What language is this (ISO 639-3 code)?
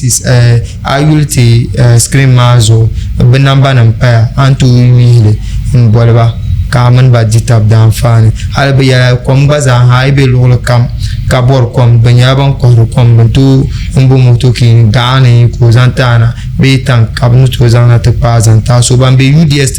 dag